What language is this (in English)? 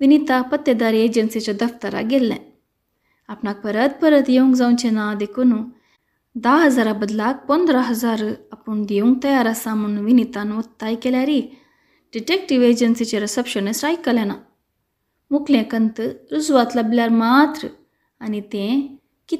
Konkani